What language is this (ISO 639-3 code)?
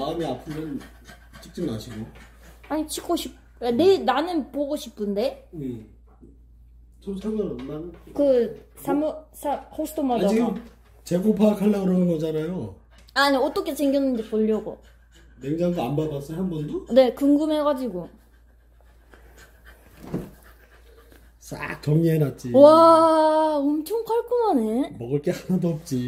kor